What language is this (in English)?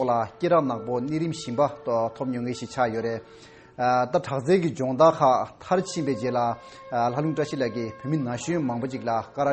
Tibetan